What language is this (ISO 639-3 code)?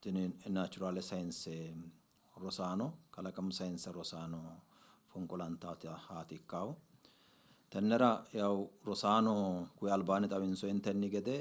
sid